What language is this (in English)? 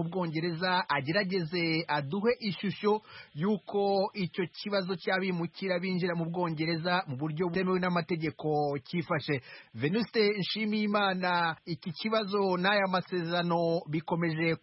Kinyarwanda